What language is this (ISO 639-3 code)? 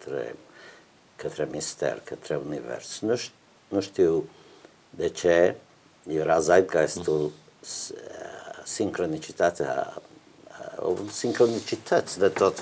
ron